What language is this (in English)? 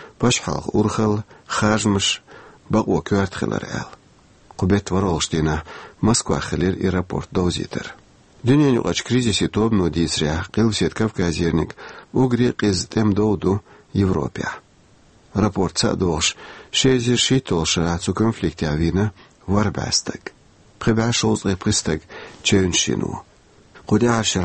Chechen